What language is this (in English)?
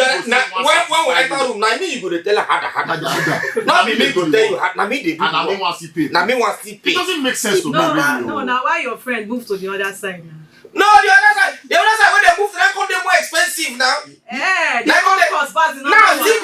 Nigerian Pidgin